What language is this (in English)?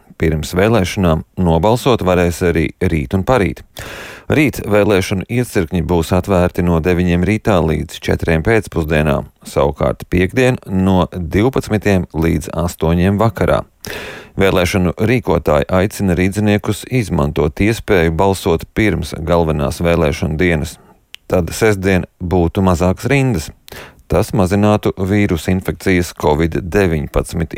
Latvian